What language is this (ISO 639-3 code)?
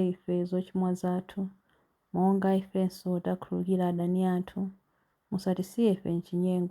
nya